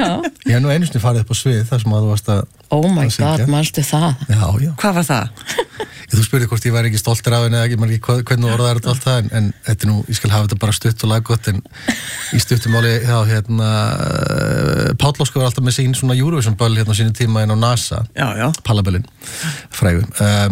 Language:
Icelandic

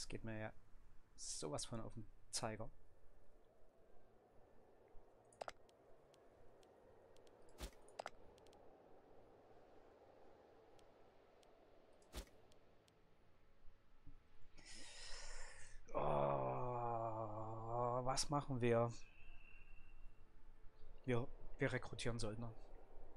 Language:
German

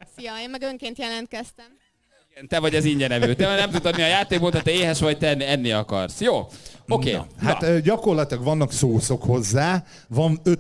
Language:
Hungarian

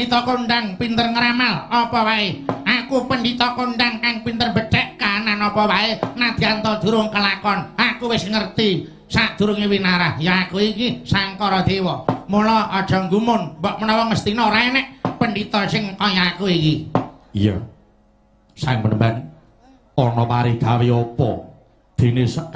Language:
Javanese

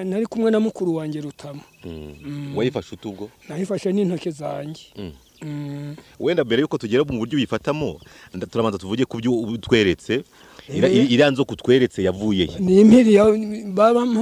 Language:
Kinyarwanda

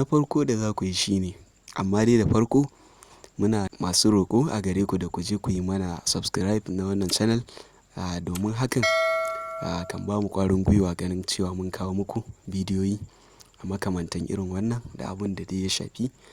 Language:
Hausa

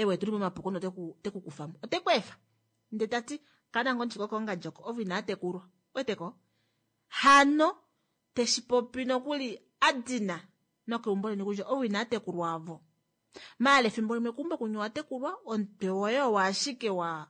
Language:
Kuanyama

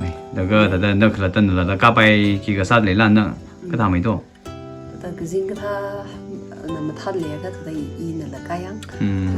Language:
Tangkhul Naga (India)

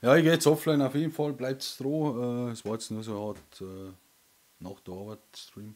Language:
Bavarian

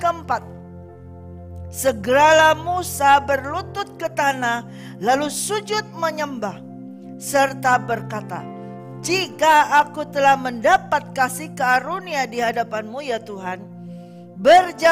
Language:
Indonesian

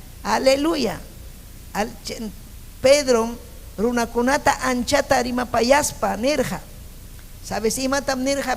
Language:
Ayacucho Quechua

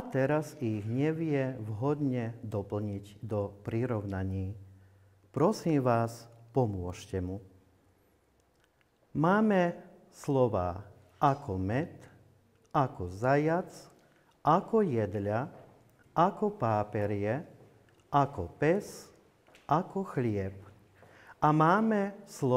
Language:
Slovak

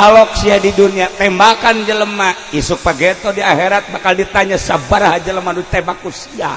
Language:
Sundanese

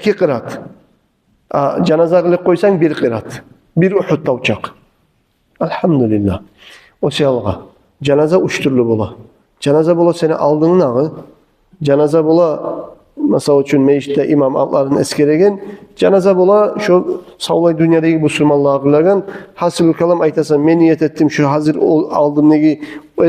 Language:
Kumyk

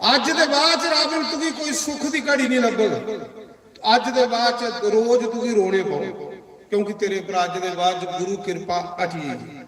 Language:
Dogri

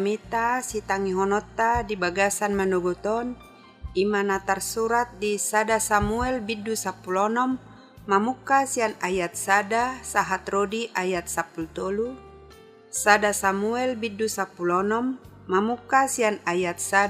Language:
Batak Toba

